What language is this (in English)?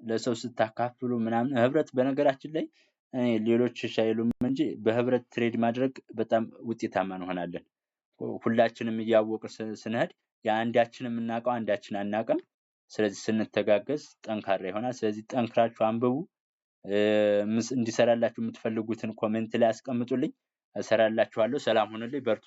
Amharic